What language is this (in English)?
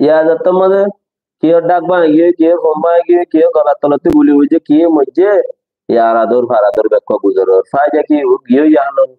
Rohingya